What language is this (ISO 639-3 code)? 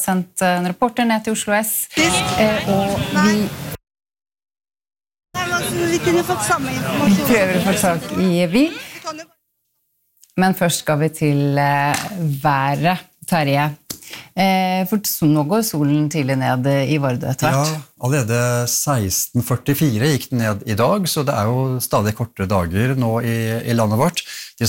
nor